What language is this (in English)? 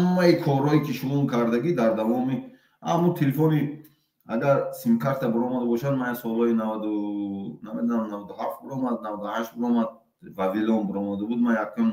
Tajik